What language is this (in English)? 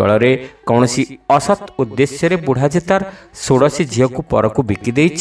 Odia